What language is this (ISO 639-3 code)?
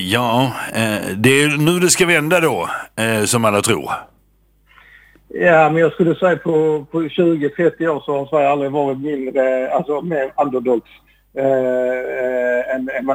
swe